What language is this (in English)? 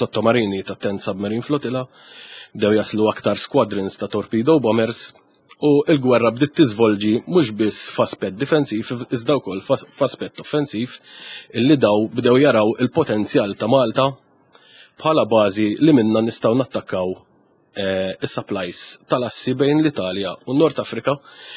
Maltese